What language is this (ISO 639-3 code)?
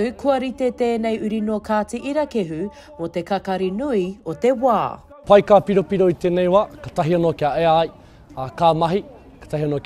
mri